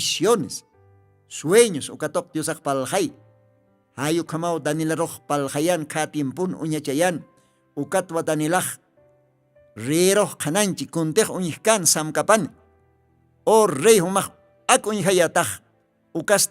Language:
Aymara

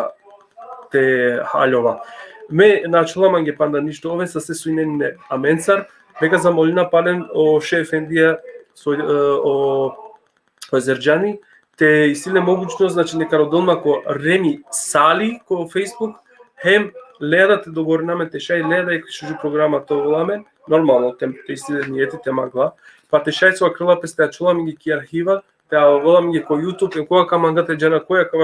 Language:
Balkan Romani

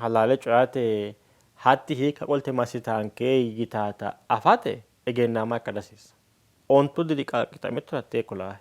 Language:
Sidamo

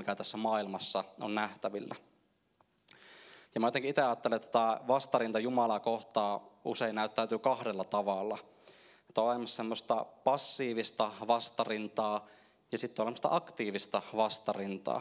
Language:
Finnish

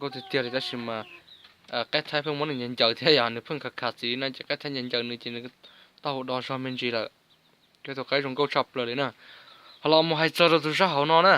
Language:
Hmong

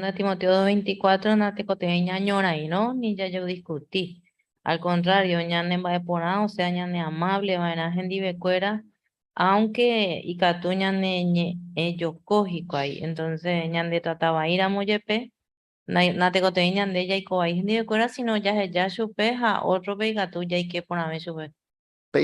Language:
Guarani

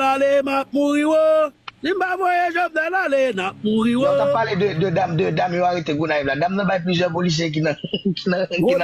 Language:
Haitian Creole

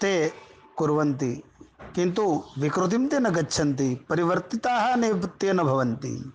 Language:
Sanskrit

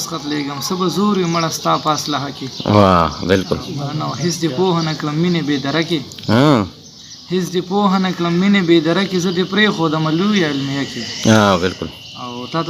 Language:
Pashto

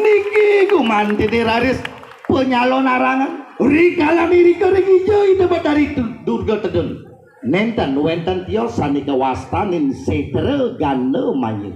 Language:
Balinese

